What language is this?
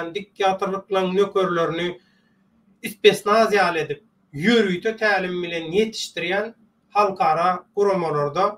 Turkmen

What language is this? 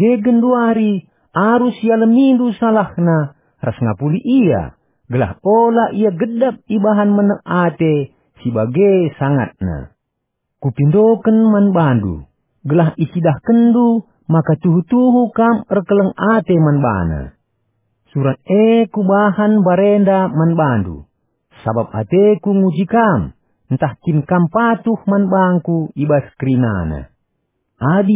Batak Karo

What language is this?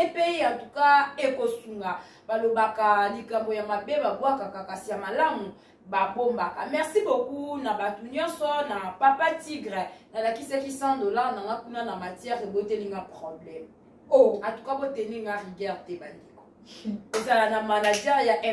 Lingala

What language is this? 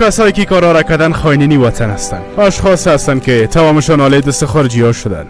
Persian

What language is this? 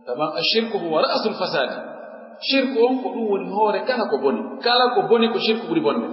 Pular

